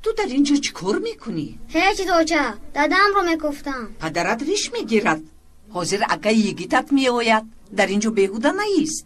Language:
Tajik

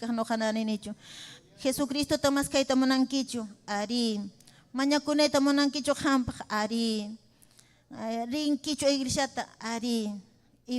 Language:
Ayacucho Quechua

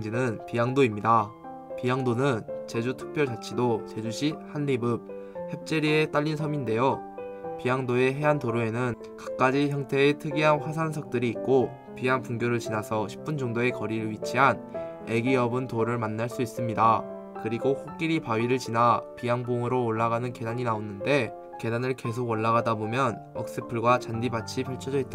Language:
Korean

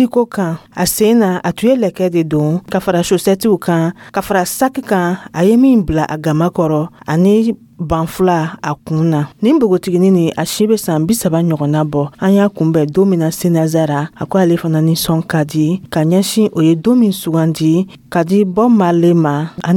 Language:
Dyula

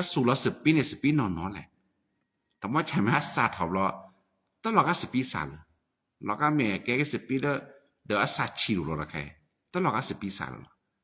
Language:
S'gaw Karen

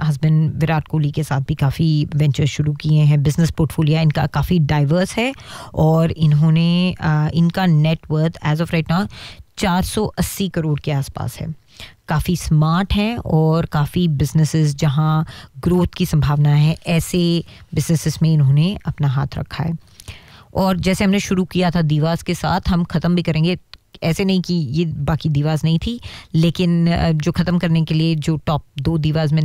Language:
Hindi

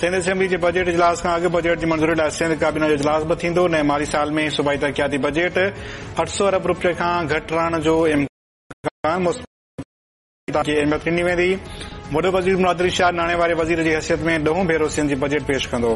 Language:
Sindhi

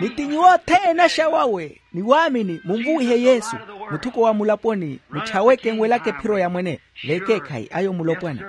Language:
Makhuwa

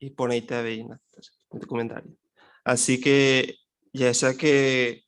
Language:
Guarani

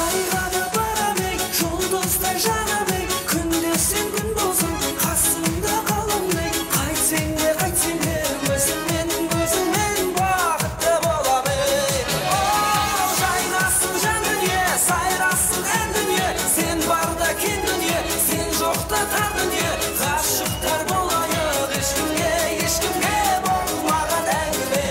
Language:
Kara-Kalpak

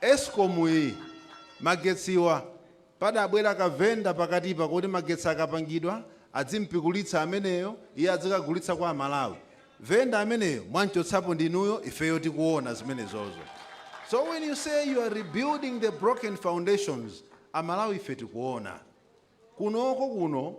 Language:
Nyanja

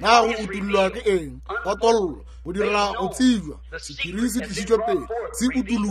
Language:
Northern Sotho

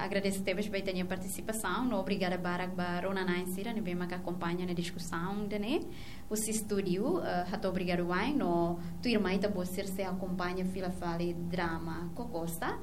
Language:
Tetum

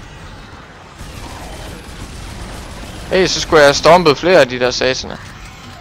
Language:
Danish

